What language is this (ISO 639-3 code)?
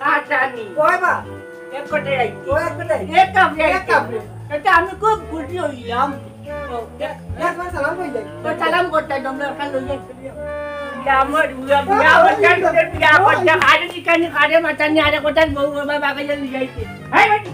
syl